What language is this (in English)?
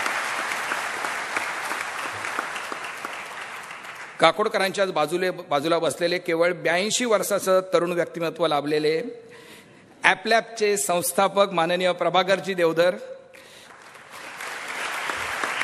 Marathi